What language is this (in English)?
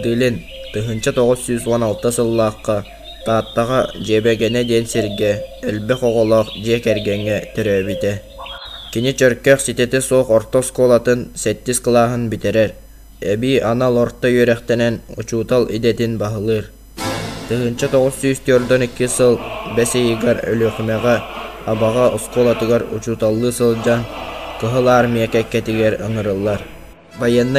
Yakut